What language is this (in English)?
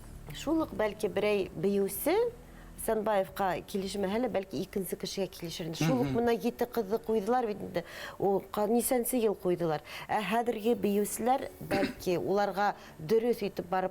Bashkir